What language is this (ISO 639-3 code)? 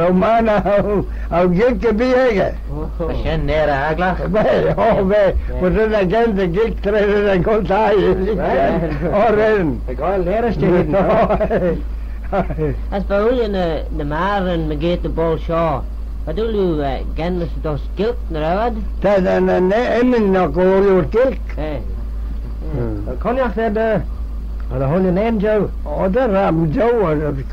glv